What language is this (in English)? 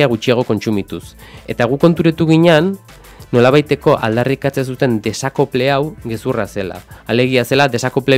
Basque